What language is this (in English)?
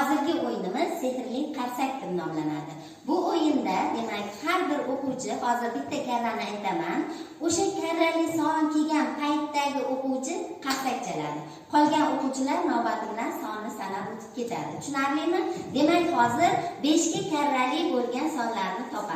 Uzbek